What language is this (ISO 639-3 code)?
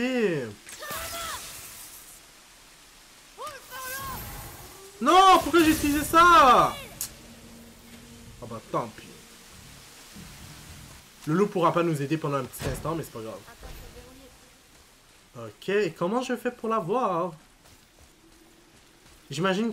fra